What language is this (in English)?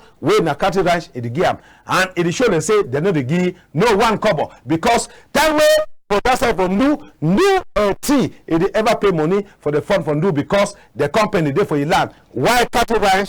Cameroon Pidgin